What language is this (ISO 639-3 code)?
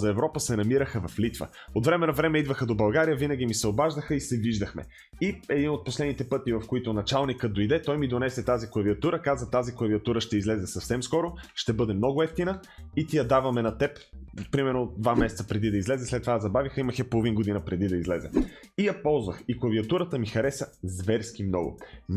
bul